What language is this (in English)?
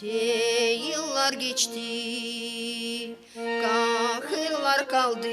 Gagauz